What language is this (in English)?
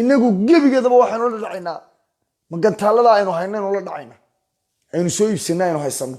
Somali